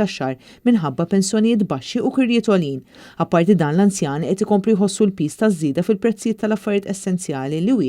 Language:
Maltese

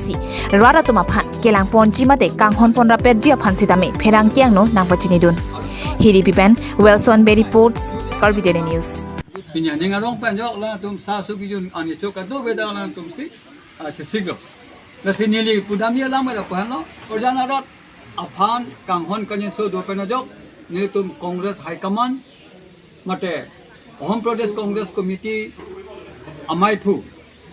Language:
Karbi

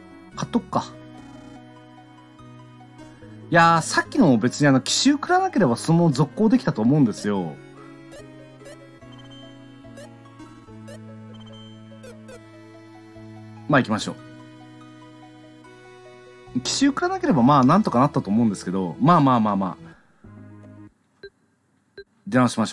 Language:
Japanese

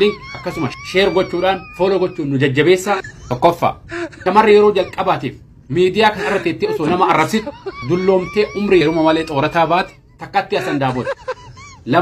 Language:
Oromo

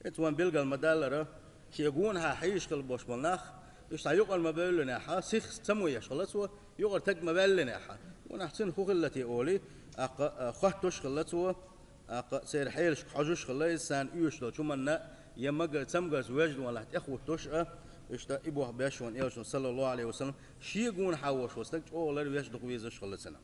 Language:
Chechen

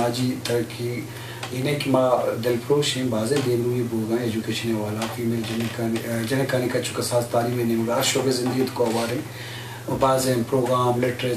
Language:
Eastern Balochi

